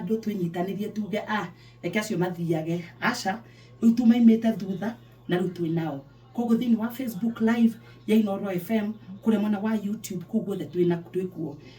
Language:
Kikuyu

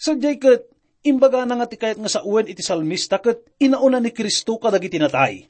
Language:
Iloko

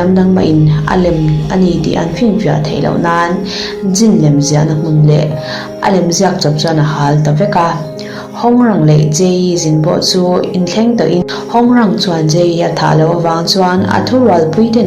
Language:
Mizo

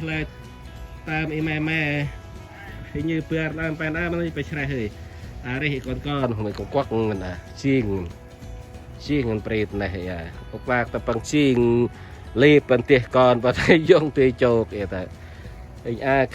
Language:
Central Mnong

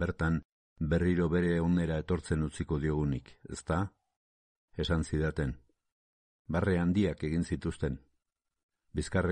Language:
Basque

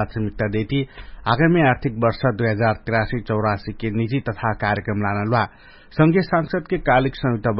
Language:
Dangaura Tharu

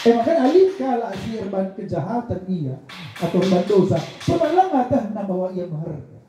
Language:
Batak Karo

